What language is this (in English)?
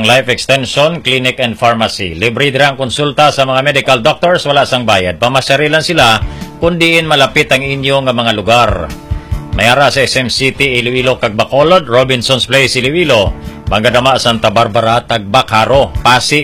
Hiligaynon